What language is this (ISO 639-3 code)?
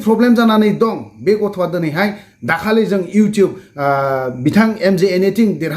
brx